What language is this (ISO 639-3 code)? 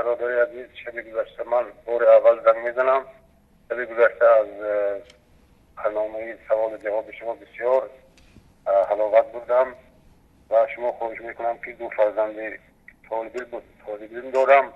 fas